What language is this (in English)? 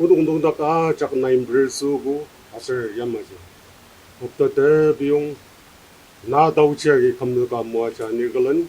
Ao Naga